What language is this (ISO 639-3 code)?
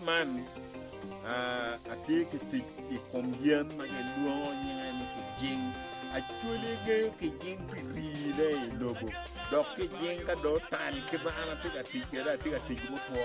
ach